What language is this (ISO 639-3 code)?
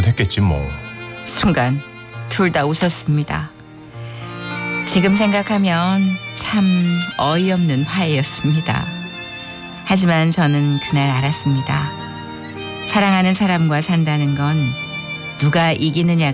kor